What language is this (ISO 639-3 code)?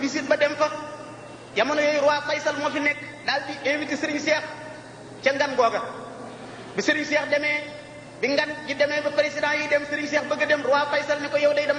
wol